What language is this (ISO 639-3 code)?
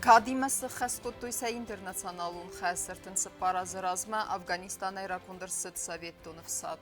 oss